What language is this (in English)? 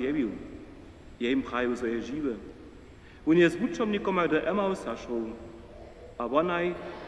Upper Sorbian